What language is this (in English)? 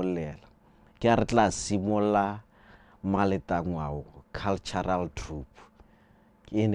Tswana